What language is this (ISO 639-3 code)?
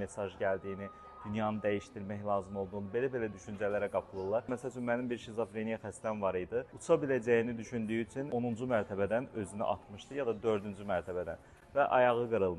aze